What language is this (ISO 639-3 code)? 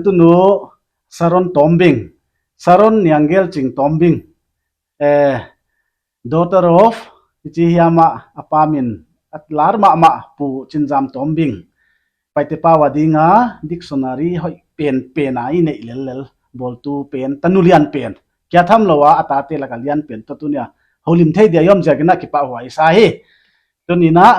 pck